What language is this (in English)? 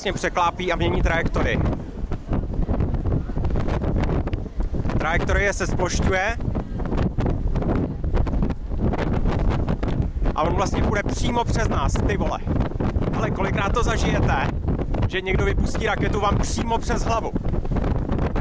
Czech